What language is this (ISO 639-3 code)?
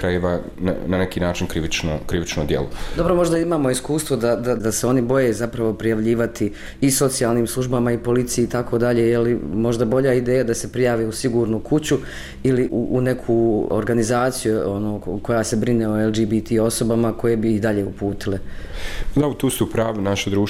bos